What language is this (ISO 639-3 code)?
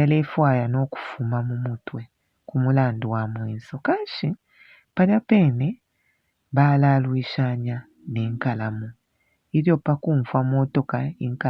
bem